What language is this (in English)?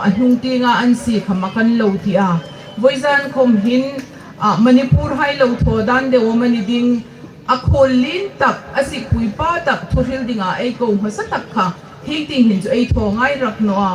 Hmar